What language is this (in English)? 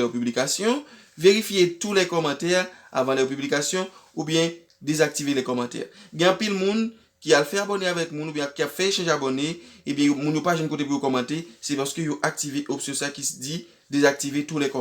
Haitian Creole